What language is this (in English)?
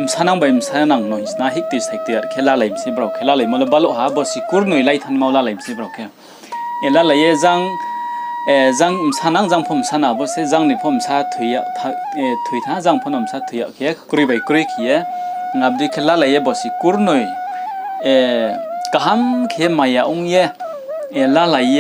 Riang (India)